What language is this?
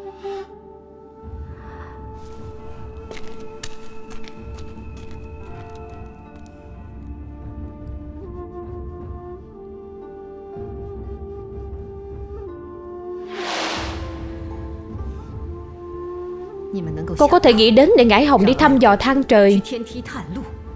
Vietnamese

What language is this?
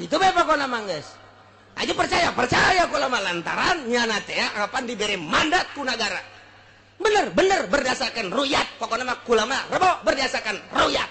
Sundanese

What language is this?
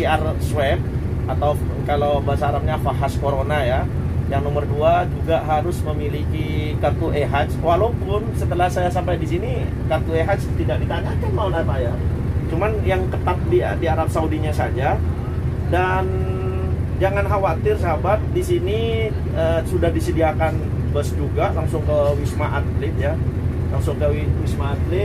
Indonesian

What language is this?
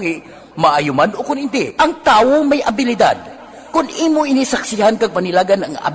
Hiligaynon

